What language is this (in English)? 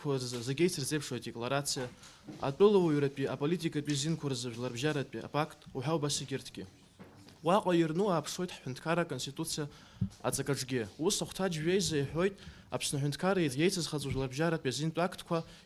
Abkhazian